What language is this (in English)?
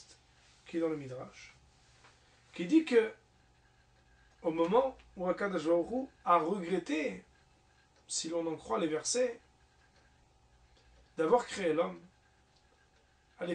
French